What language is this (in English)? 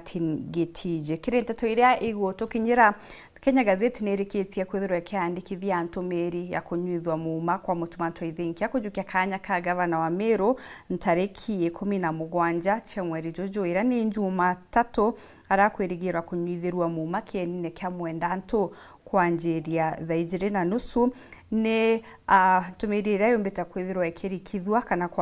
Meru